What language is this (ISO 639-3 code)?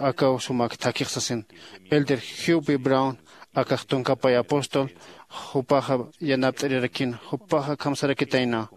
aym